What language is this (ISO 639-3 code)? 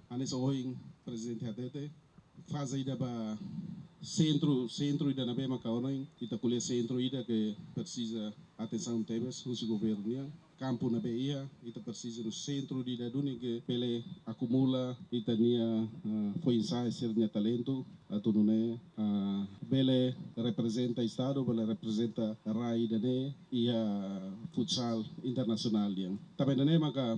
tet